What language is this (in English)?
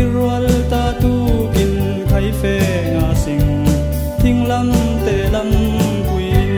Falam Chin